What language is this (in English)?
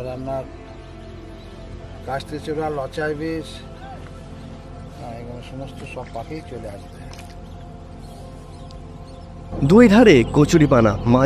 Bangla